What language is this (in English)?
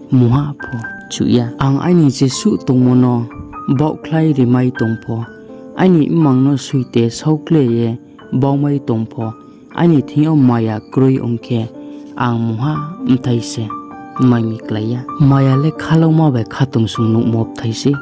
Riang (India)